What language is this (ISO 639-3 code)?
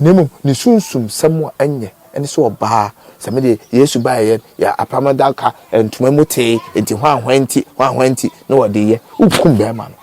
aka